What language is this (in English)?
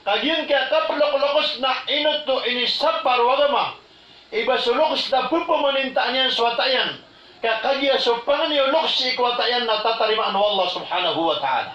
Maranao